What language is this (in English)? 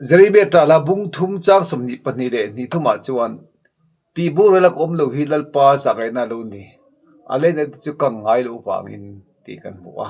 Mizo